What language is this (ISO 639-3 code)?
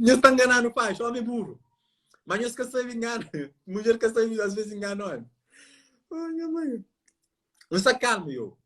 kea